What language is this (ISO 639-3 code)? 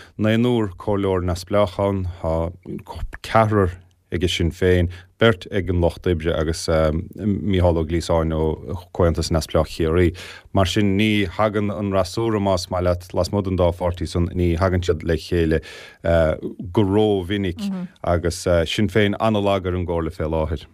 gle